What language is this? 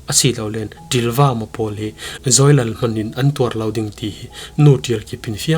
Falam Chin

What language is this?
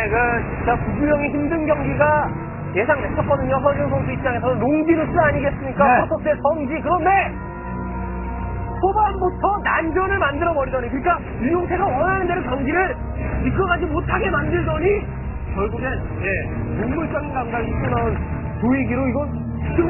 Korean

